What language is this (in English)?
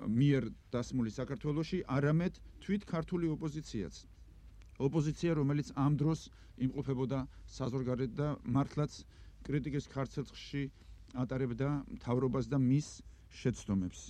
Georgian